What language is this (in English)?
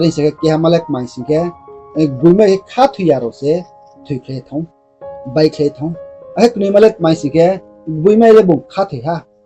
Riang (India)